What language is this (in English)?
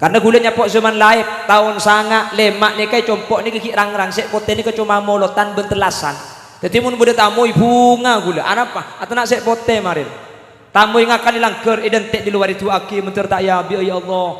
Madurese